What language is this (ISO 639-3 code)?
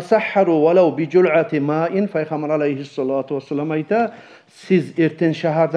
kum